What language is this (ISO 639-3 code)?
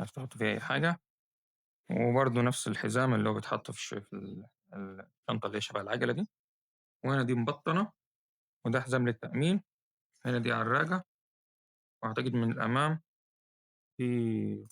arz